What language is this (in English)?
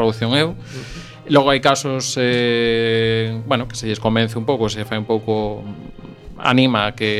Galician